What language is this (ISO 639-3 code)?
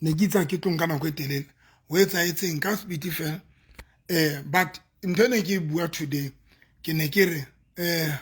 sot